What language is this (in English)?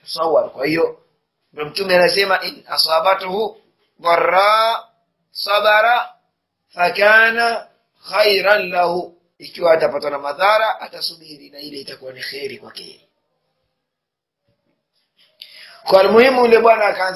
Swahili